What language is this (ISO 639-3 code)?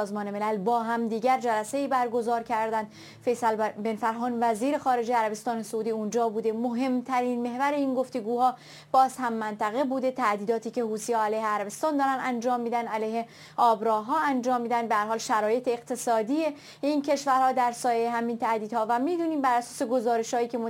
fas